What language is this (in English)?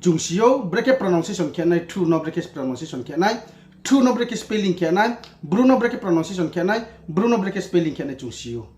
Riang (India)